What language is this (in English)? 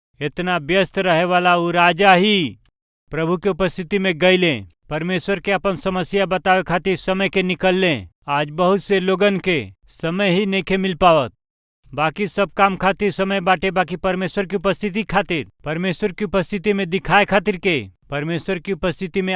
Bhojpuri